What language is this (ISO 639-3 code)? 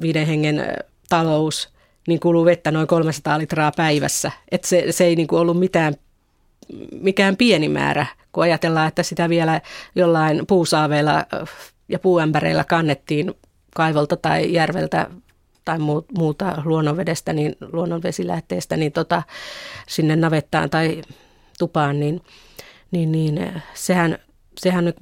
fin